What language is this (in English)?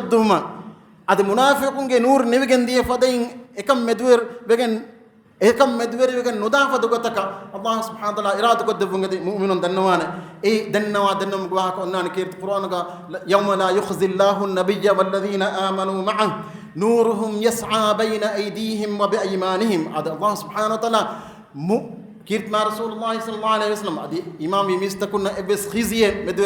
Divehi